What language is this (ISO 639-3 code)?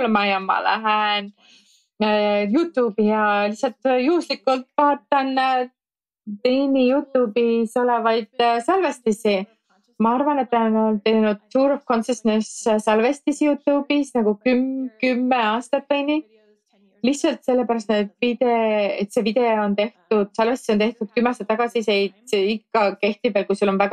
est